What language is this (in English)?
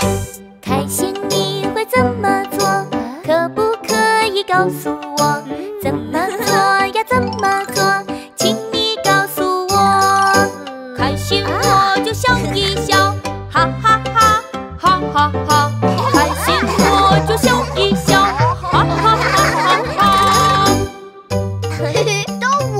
Chinese